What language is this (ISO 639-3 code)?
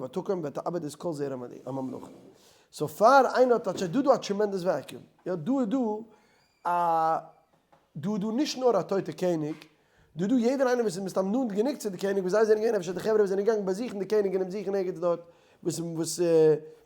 yid